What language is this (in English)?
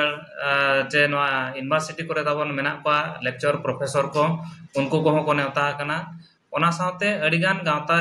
Santali